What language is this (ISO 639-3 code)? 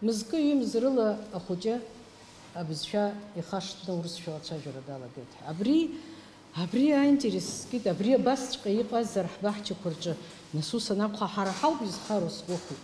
abk